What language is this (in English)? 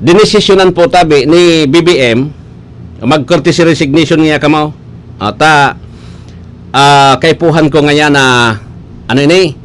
Bikol